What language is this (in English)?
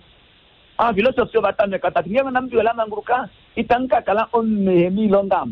Kuanyama